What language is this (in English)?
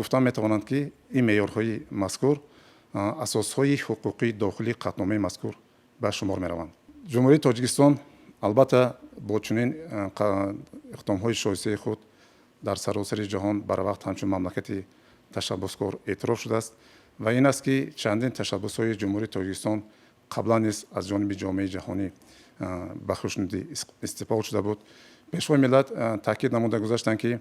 Tajik